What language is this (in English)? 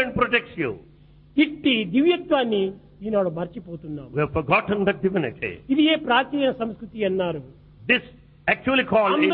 Telugu